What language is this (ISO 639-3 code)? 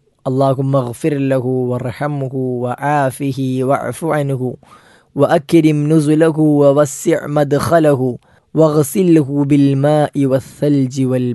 mal